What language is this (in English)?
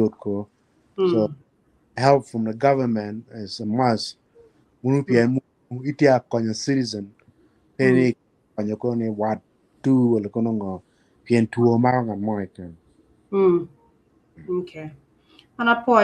Acoli